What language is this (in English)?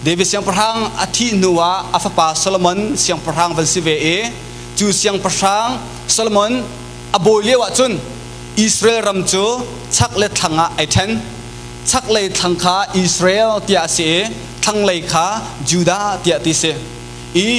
Hakha Chin